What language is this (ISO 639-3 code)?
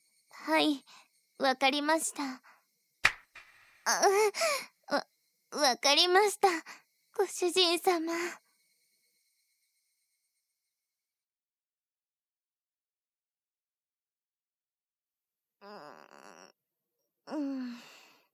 jpn